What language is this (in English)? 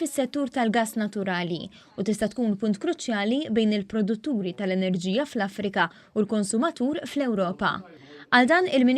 Maltese